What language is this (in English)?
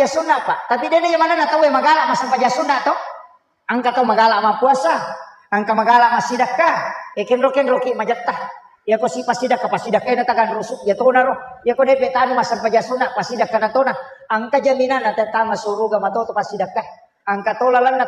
Buginese